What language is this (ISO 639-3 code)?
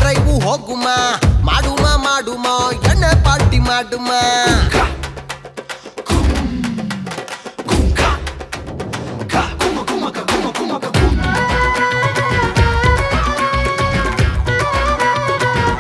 kan